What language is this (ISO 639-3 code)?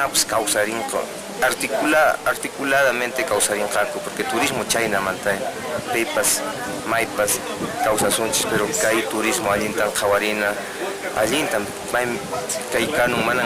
que